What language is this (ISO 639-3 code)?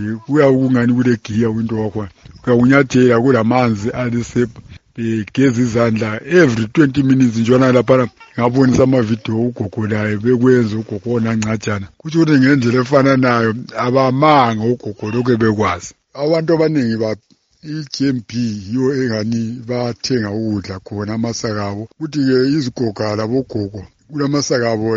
nde